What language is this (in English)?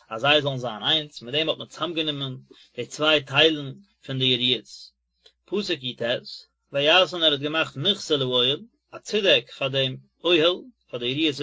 Yiddish